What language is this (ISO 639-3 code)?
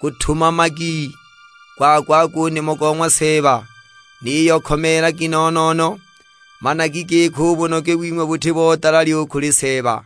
suk